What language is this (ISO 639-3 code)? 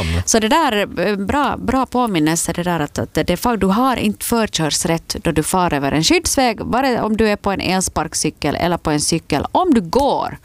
swe